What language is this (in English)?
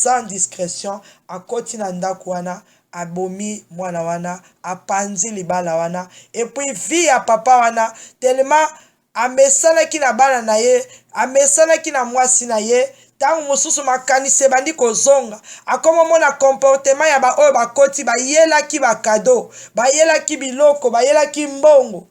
Lingala